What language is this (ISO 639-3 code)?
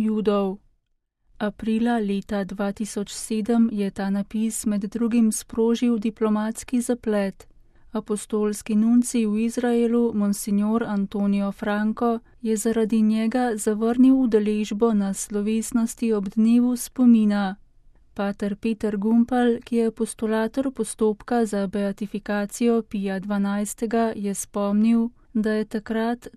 slv